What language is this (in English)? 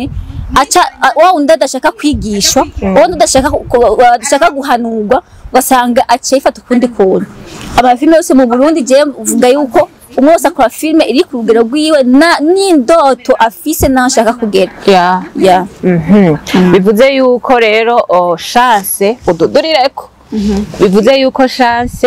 Rundi